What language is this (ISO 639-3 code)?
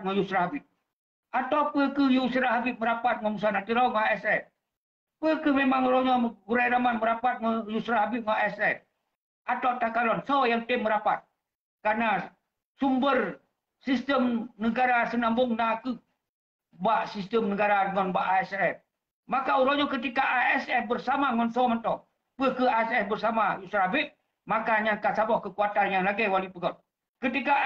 ace